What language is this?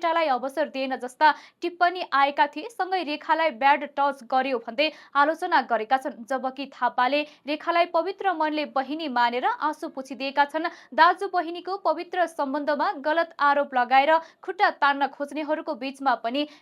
Nepali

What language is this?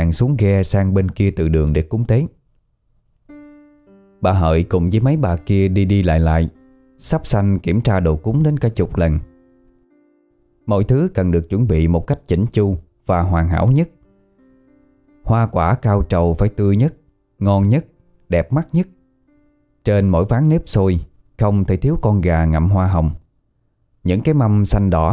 Vietnamese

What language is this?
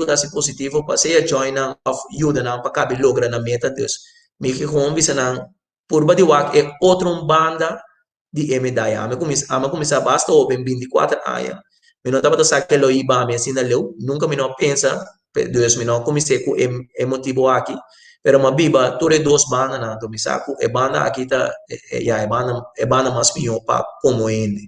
Papiamento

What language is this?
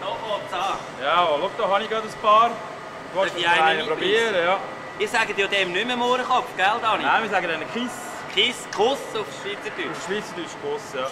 Swiss German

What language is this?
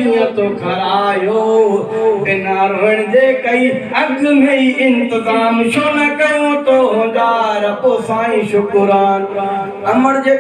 Sindhi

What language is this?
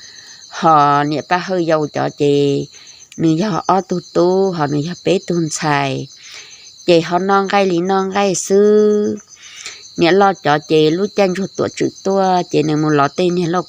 Hmong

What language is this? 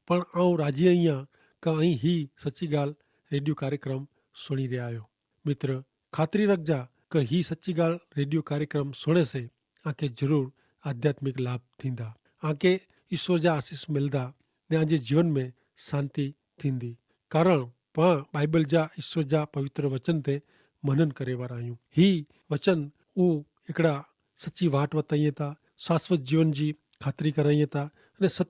Kachhi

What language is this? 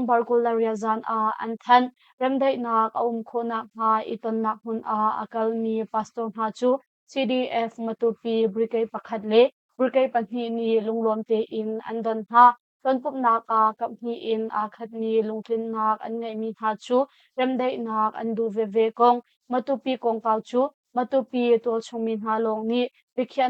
Hakha Chin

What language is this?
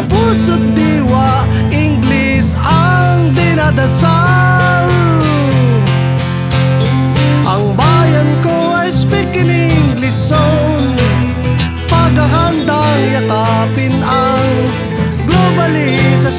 Filipino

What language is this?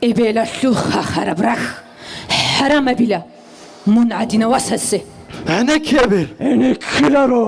Avaric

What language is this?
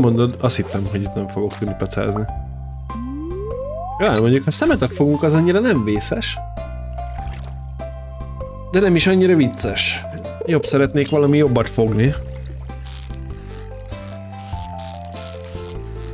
Hungarian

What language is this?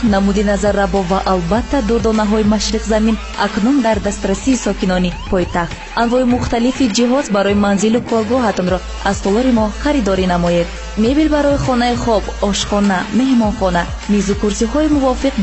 Tajik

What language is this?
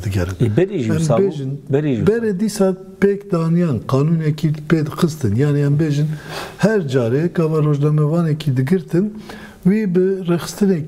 Kurdish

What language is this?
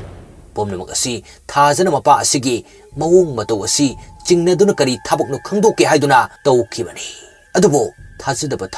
Manipuri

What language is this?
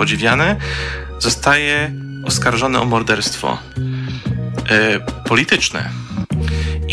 Polish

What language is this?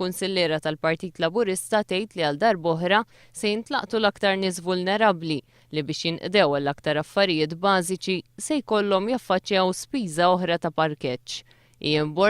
Maltese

